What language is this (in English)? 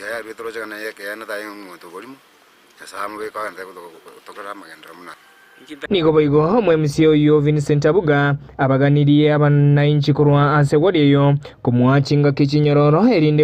Gusii